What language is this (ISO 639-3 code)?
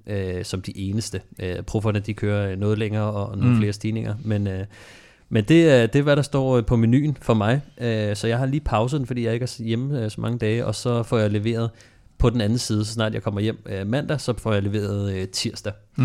dan